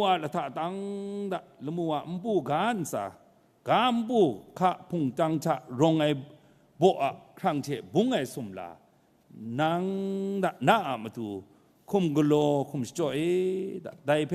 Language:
Kachin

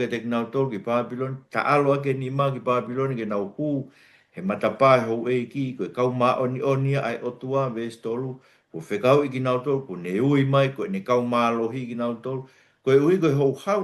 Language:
Tongan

